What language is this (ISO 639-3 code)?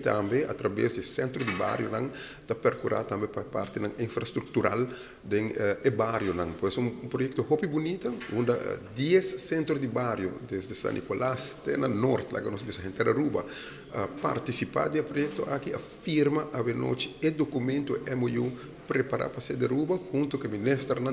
pap